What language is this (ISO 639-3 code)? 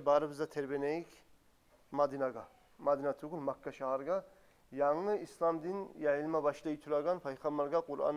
kum